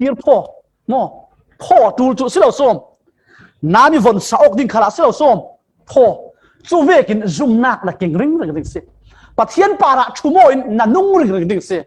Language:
Falam Chin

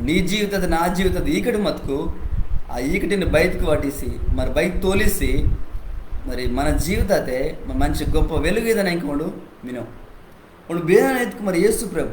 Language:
Koya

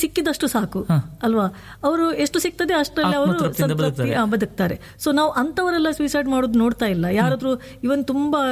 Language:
Kannada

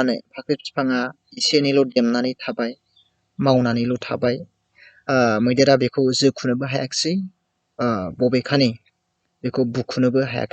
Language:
Bodo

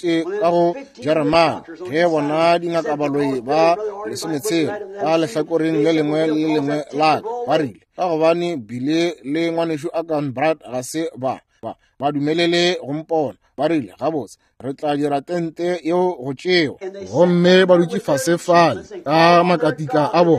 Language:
Northern Sotho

